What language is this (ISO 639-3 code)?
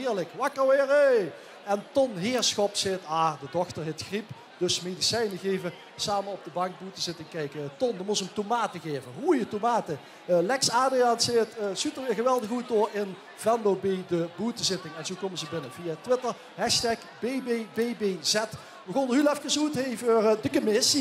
lim